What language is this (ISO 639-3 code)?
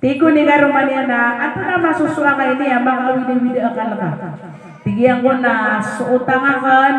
mrw